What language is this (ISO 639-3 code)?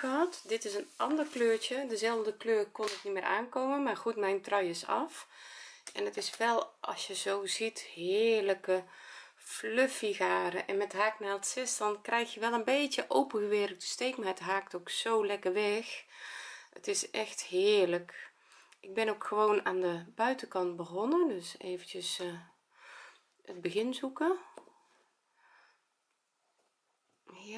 nld